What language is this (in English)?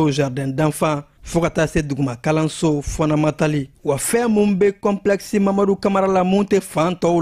Bambara